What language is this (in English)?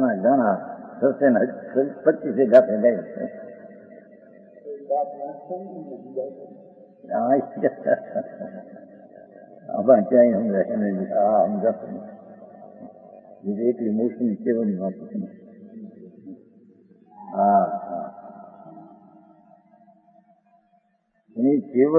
Gujarati